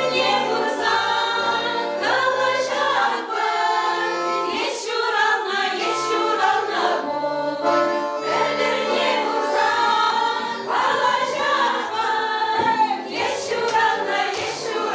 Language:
Chuvash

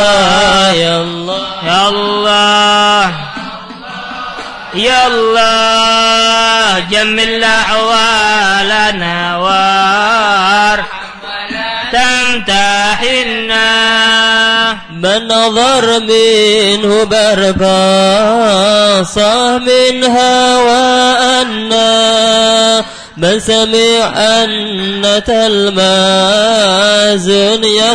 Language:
Indonesian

